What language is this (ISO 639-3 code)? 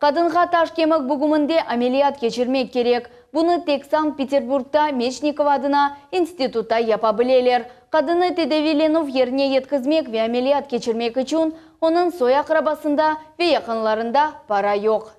crh